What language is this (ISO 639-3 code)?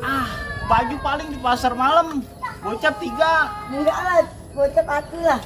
bew